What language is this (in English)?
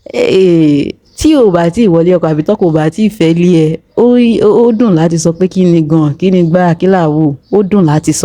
Yoruba